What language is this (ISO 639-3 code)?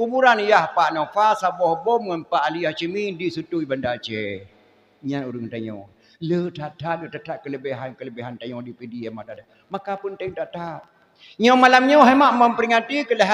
ace